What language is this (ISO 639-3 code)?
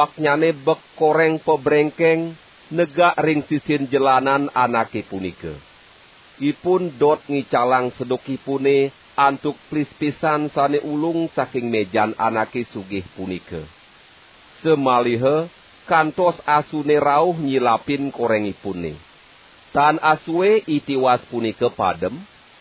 ban